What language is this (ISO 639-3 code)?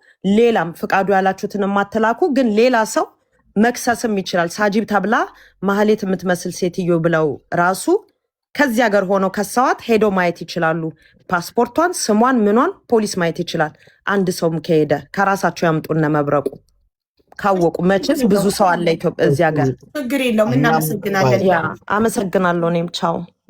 amh